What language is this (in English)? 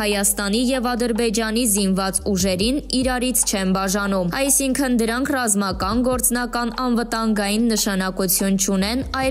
Armenian